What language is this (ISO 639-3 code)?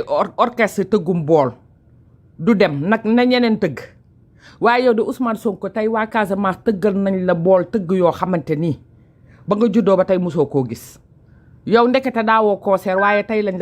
wol